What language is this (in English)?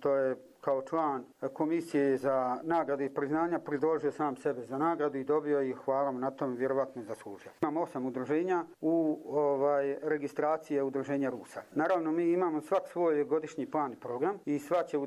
Bosnian